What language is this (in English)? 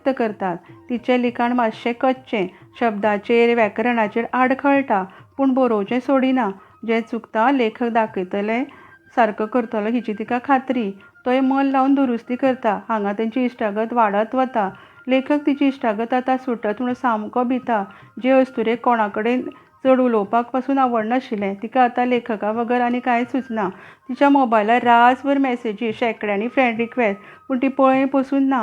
Konkani